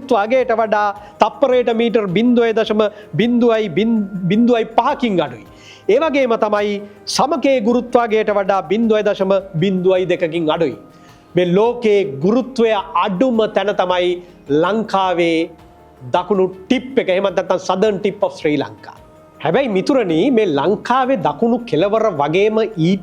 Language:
Sinhala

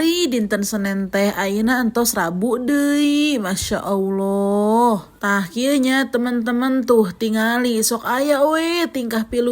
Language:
Sundanese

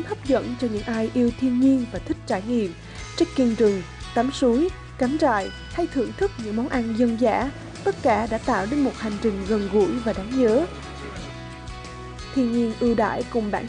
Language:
Vietnamese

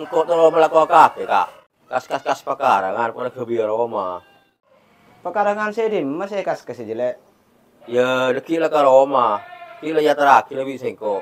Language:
Madurese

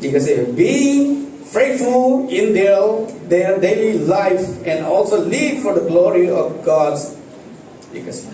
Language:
Falam Chin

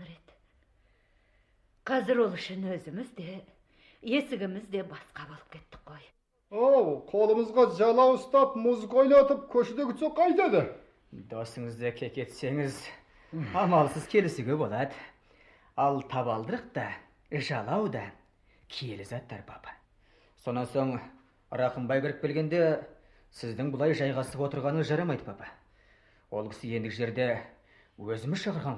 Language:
Kazakh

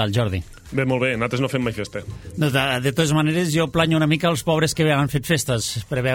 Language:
Catalan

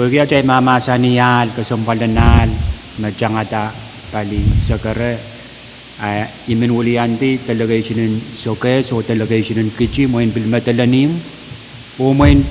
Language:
Pohnpeian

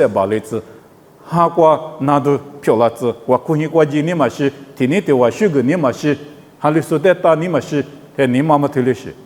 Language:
Lisu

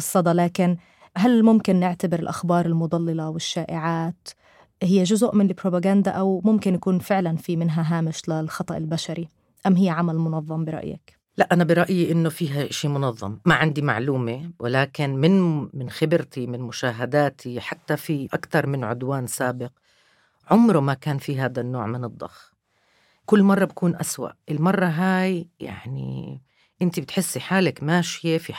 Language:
North Levantine Arabic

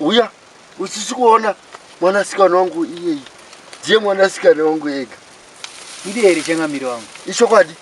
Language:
Shona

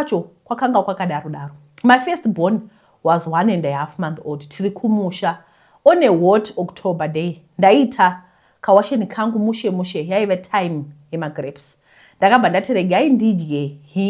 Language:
Shona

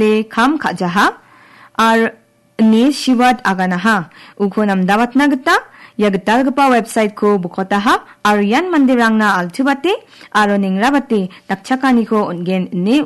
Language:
Garo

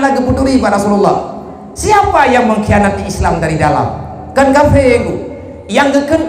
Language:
Achinese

